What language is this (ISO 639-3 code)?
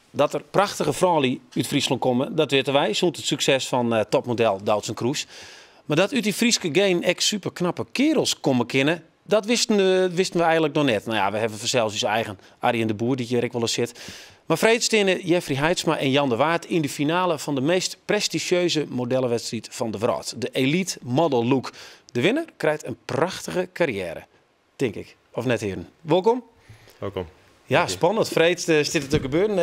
fry